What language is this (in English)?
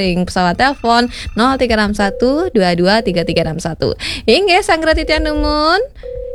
Balinese